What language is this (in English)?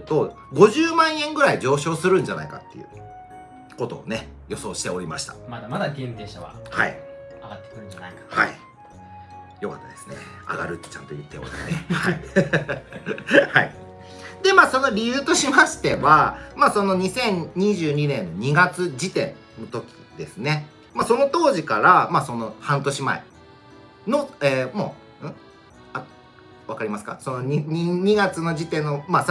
Japanese